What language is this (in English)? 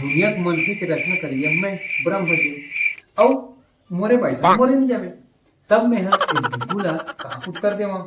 Chhattisgarhi